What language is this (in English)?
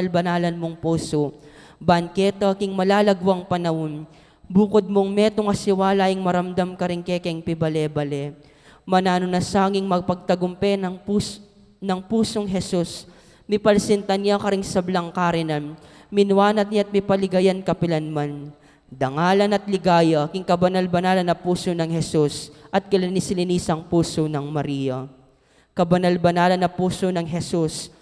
Pampanga